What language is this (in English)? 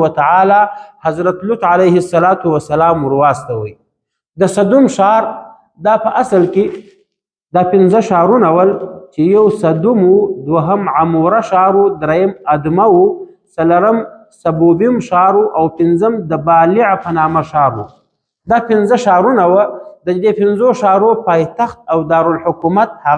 Pashto